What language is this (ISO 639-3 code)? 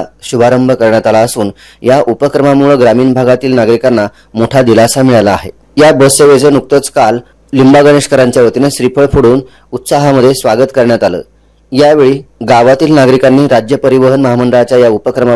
mar